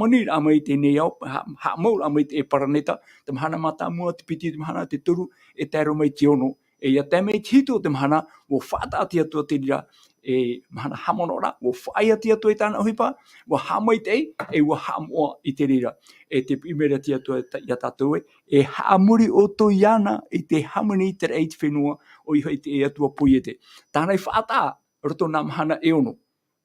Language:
Tahitian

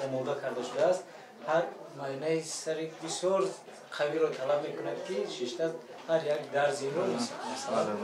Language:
Tajik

